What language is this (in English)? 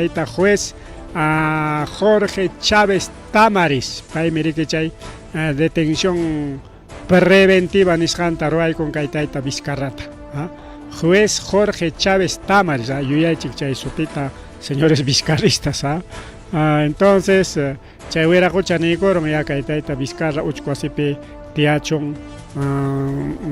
Ayacucho Quechua